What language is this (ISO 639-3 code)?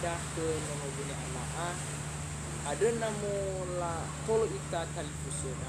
nia